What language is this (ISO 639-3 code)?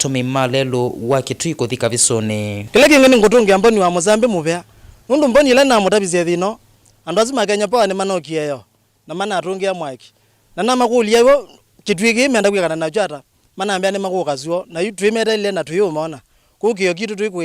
kam